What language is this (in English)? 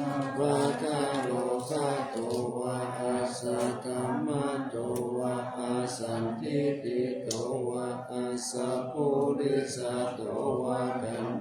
Pali